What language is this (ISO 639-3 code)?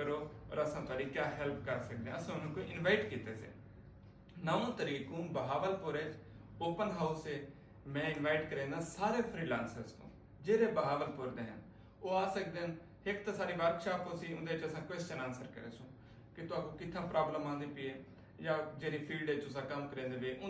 skr